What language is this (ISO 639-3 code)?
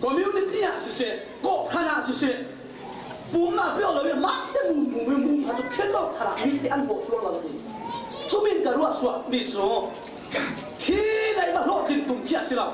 cfm